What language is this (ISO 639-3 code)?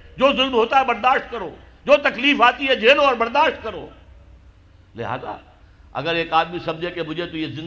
urd